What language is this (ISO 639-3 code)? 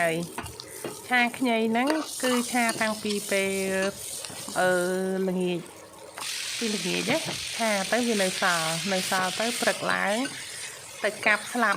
khm